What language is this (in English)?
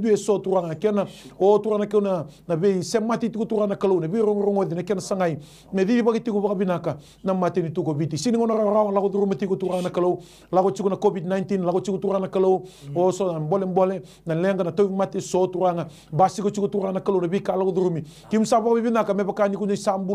Fijian